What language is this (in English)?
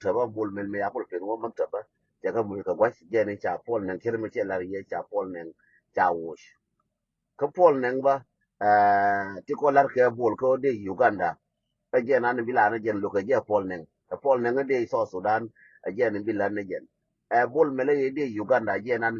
Nuer